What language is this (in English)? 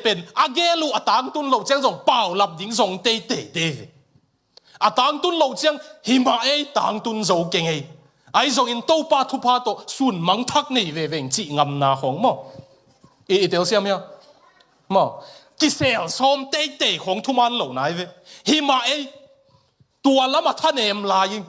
Tedim Chin